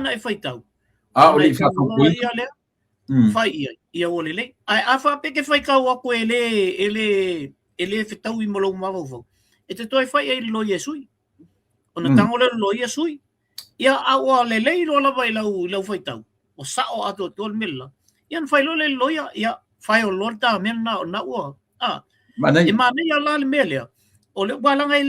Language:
Samoan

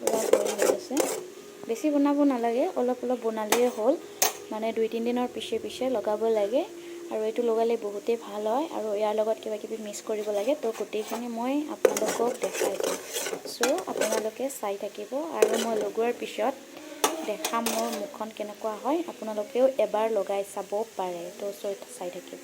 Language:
Assamese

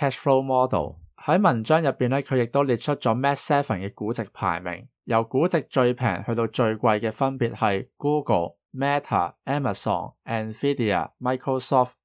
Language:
Cantonese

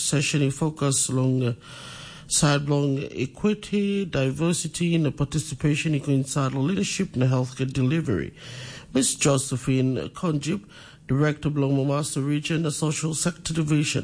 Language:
Tok Pisin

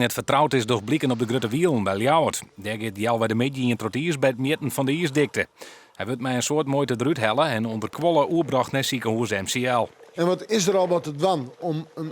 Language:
Western Frisian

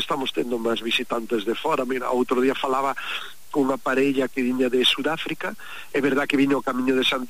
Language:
Galician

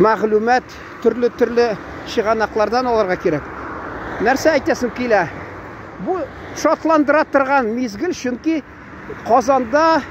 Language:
Tatar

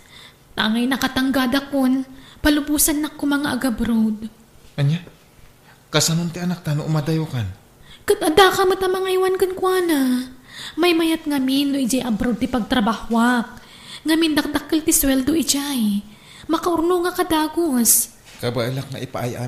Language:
Iloko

